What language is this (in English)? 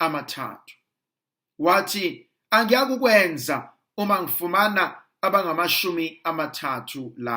Zulu